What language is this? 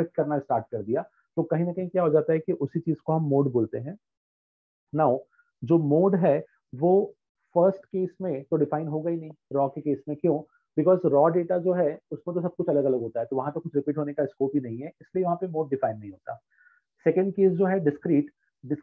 Hindi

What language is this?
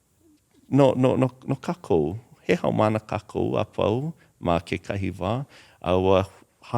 Hawaiian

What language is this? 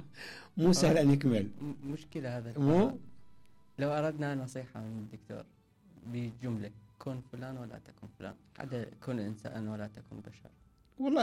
Mesopotamian Arabic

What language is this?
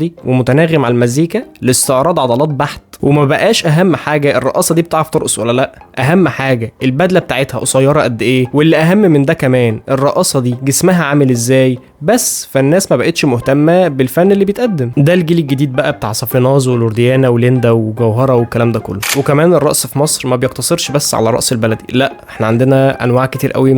Egyptian Arabic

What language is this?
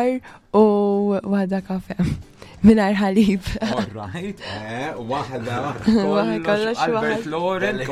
Maltese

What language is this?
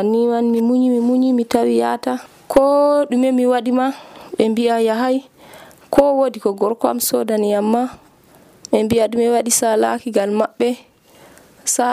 Nigerian Fulfulde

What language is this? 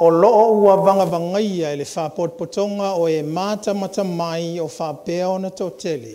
Samoan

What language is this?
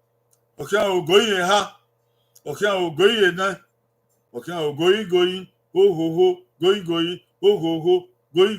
Bini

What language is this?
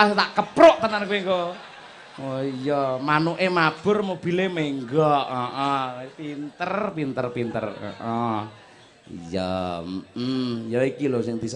Javanese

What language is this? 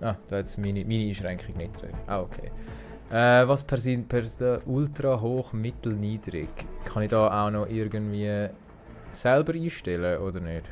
Swiss German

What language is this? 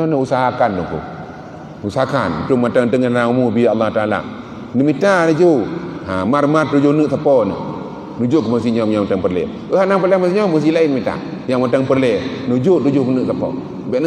Achinese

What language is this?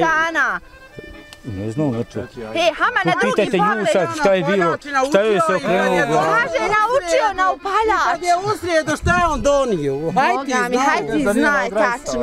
Bosnian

